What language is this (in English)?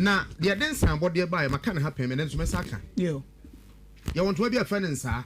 Akan